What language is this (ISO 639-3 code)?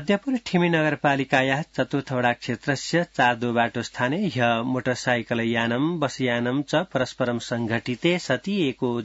san